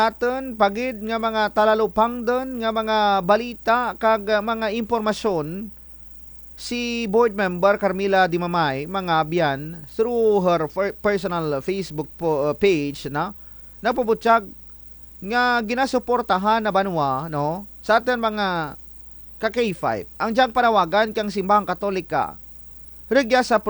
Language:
Kinaray-a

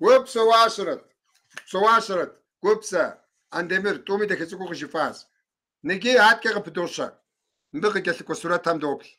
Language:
Kabardian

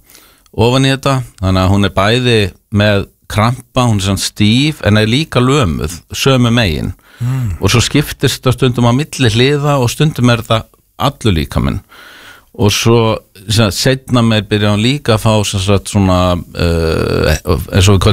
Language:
Icelandic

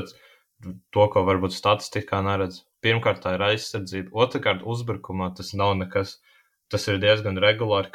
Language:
Latvian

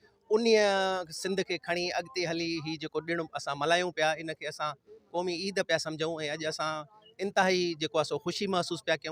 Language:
Sindhi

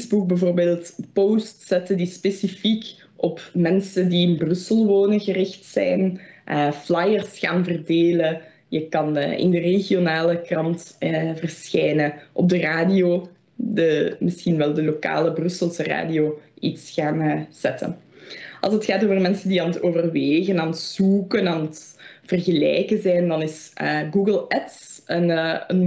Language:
Dutch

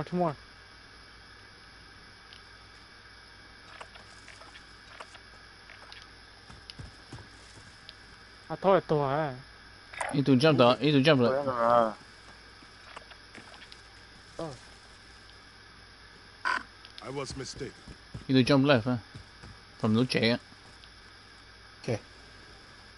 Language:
English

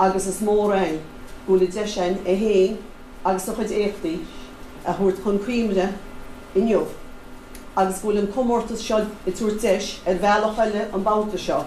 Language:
Irish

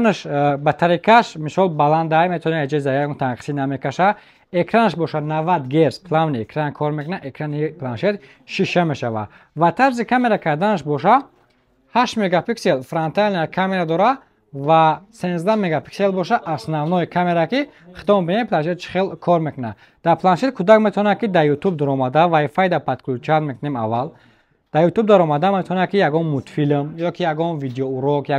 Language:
Tajik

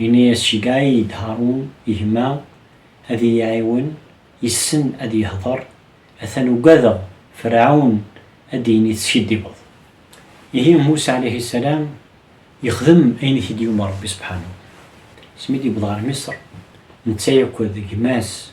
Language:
Kabyle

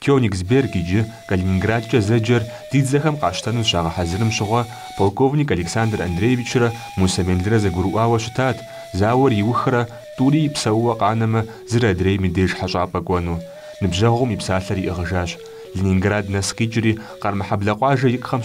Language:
Kabardian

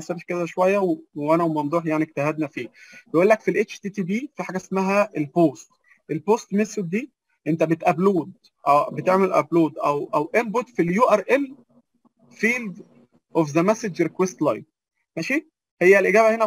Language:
Egyptian Arabic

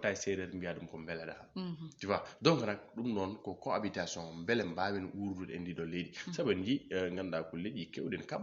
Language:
Fula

